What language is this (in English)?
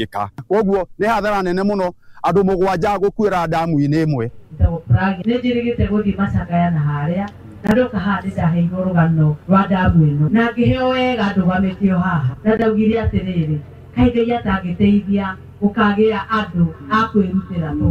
Kikuyu